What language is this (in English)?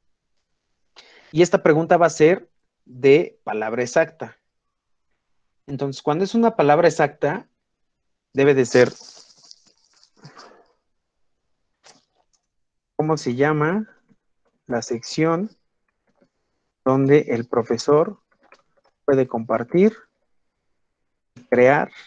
Spanish